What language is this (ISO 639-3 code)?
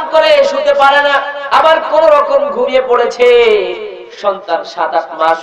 ben